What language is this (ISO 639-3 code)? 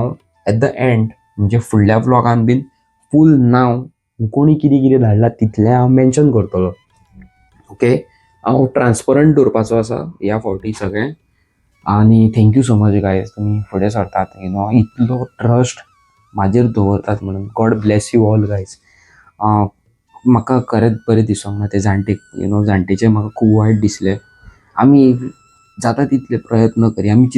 kok